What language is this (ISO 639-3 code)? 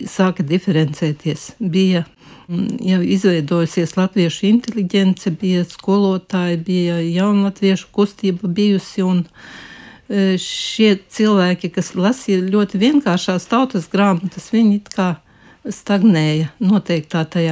lav